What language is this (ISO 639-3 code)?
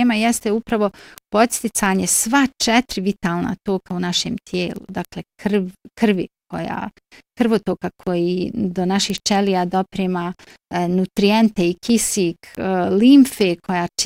bos